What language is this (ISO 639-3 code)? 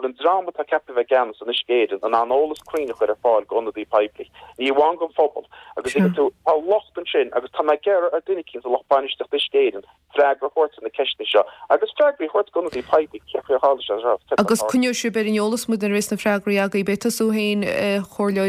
gle